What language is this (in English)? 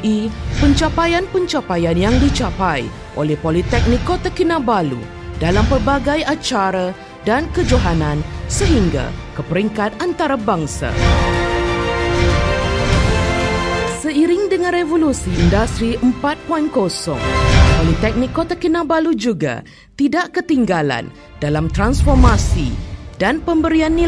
Malay